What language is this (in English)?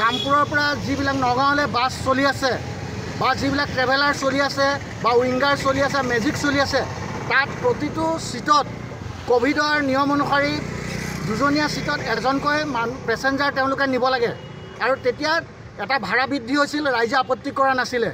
Assamese